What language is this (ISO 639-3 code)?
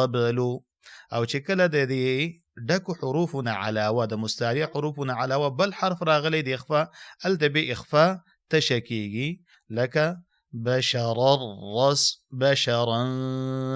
pus